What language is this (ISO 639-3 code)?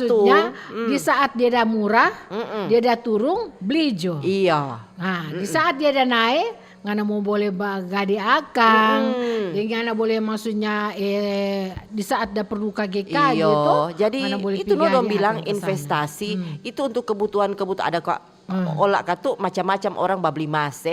xmm